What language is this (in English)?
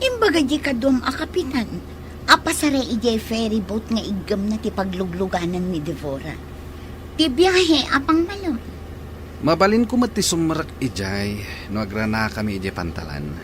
Iloko